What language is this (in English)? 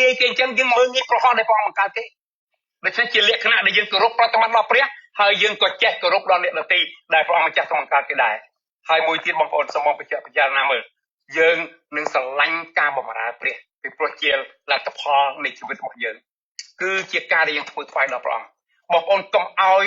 Khmer